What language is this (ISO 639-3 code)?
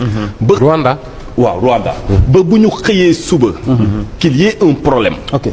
wol